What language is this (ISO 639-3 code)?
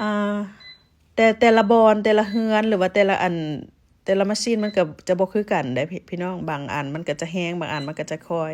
lao